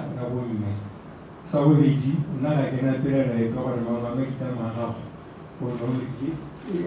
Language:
Tswana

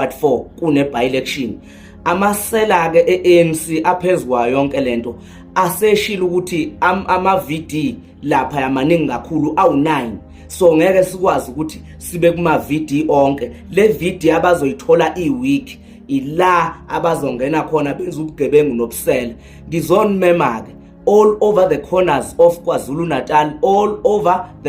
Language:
Zulu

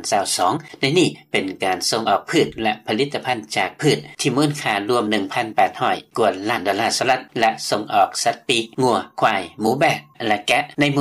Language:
Lao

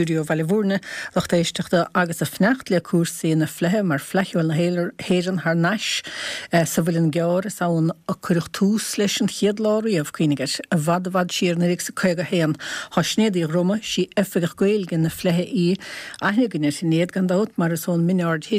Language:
Irish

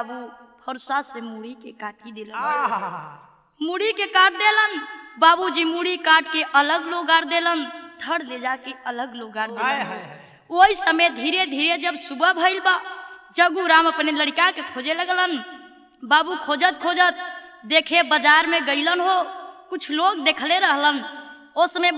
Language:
Bhojpuri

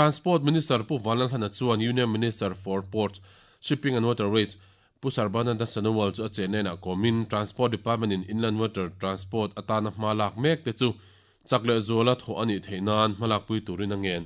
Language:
Mizo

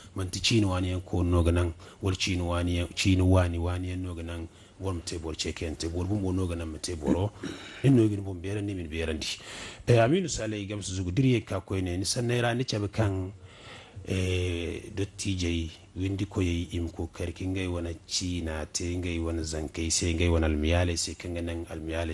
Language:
Zarma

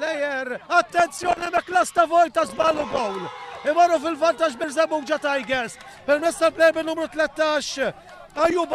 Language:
Maltese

